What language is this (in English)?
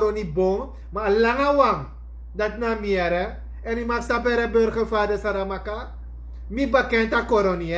Sranan Tongo